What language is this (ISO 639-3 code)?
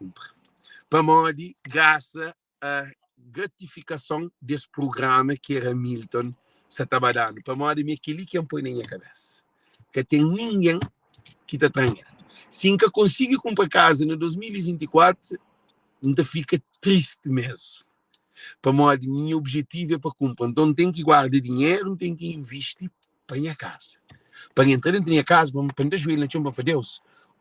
kea